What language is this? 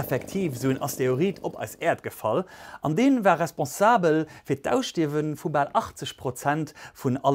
Luxembourgish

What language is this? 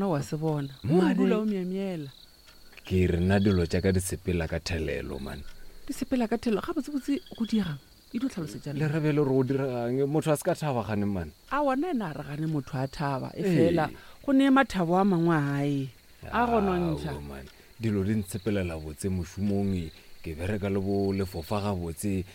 Northern Sotho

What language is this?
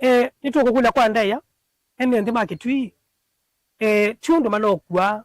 Kamba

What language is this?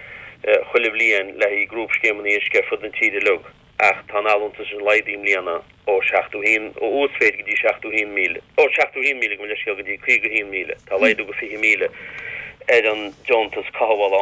Irish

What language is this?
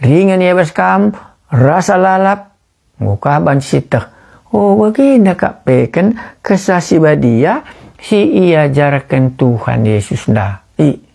Batak Karo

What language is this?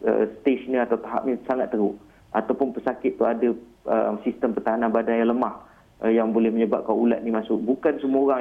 Malay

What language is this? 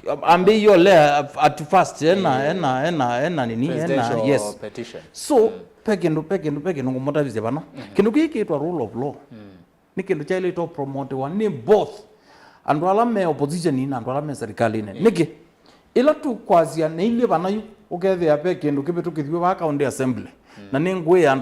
Kamba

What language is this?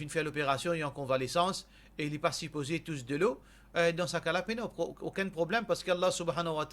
Morisyen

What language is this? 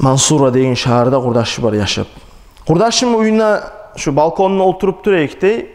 Kumyk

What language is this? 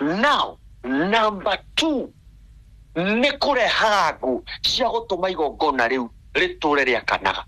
Kikuyu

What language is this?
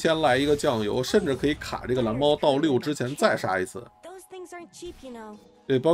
Chinese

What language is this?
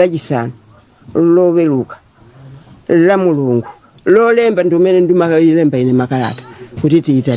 Nyanja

